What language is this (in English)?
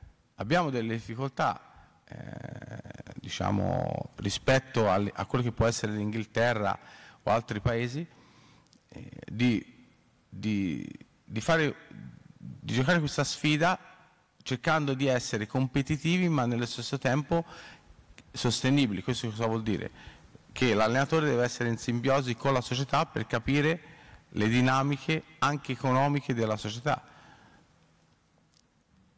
Italian